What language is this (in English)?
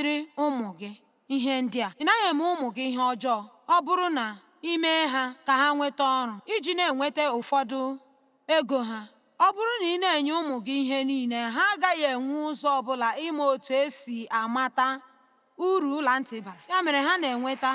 Igbo